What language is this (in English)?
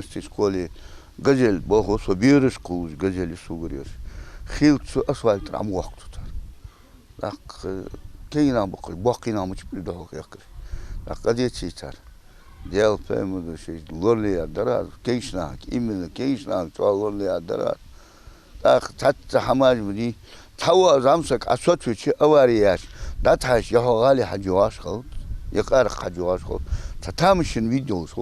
Ingush